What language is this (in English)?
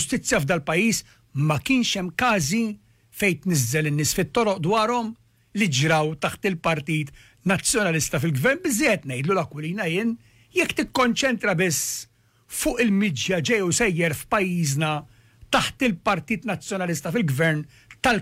Maltese